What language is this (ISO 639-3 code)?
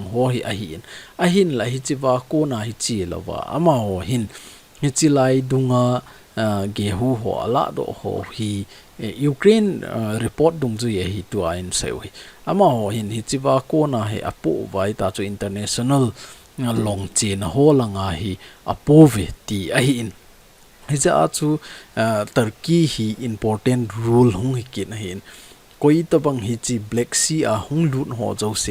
tcz